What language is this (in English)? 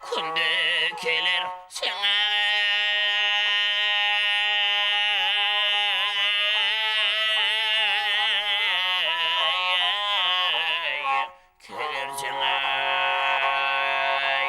Kara-Kalpak